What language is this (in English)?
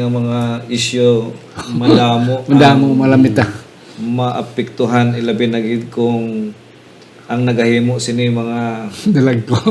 Hiligaynon